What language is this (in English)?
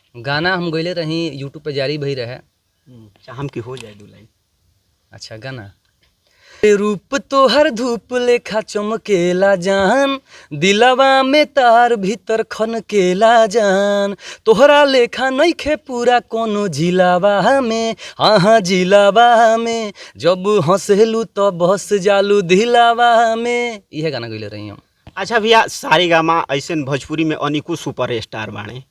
Bhojpuri